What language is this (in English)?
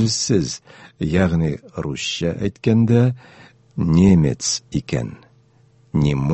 Tatar